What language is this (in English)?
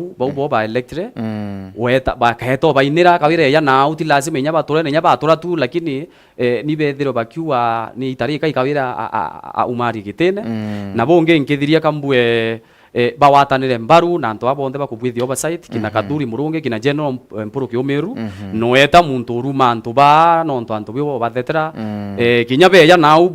Meru